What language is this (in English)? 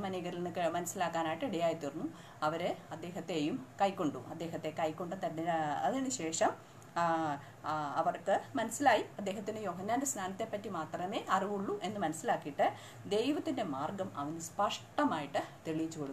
Malayalam